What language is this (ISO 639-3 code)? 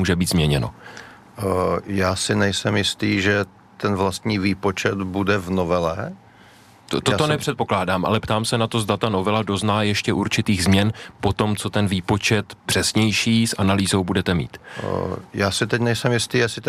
ces